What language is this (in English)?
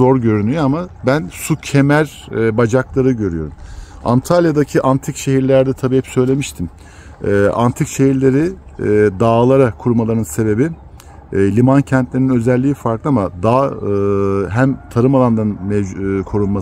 Turkish